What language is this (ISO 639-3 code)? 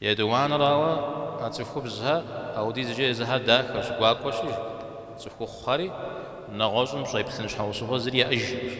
kbd